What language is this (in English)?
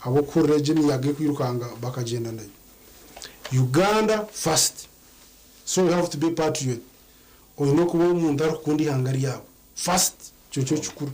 Nyankole